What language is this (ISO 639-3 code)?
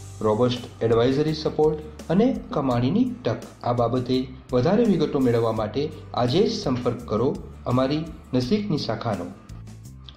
guj